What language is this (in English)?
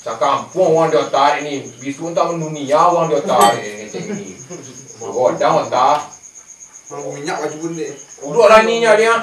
Minangkabau